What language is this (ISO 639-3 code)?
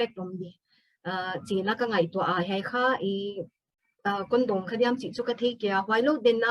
pck